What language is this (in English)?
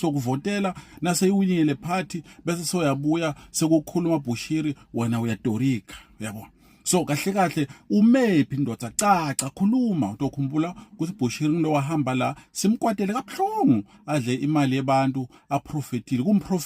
Zulu